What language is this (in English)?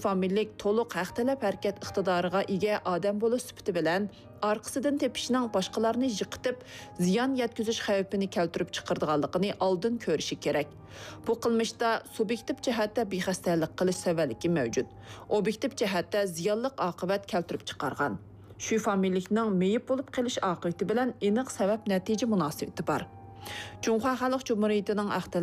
Uyghur